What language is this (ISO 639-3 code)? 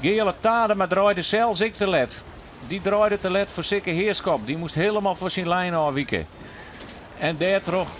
fry